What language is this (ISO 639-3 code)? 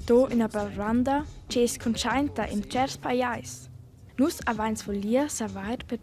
roh